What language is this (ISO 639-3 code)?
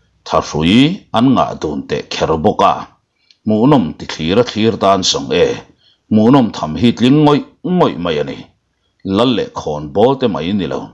lus